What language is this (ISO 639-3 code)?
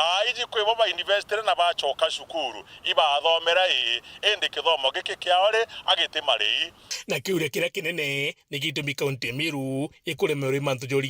mer